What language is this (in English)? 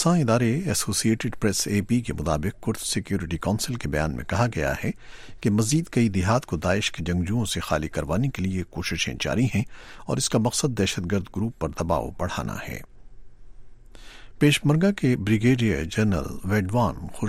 Urdu